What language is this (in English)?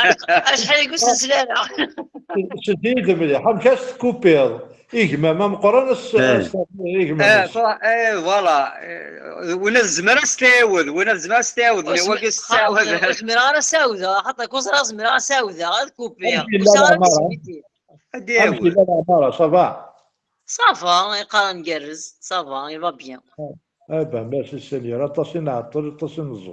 Kabyle